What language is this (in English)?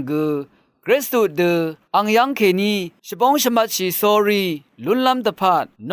Rawang